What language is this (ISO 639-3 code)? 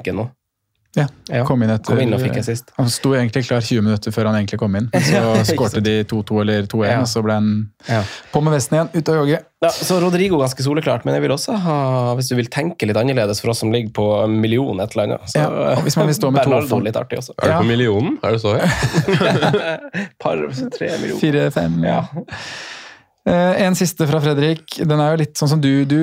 nor